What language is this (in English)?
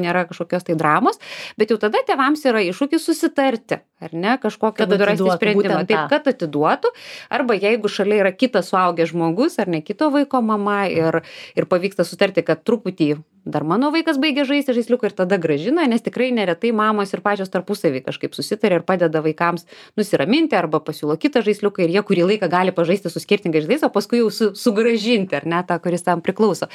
Lithuanian